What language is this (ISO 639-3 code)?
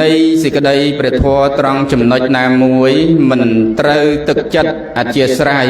khm